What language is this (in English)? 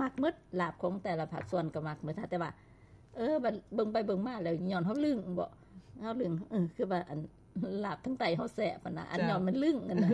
Lao